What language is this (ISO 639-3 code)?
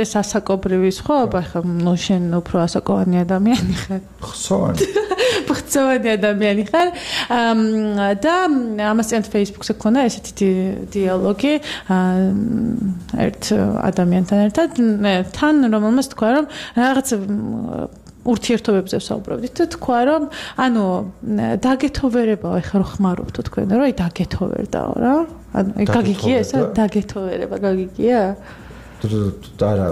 kat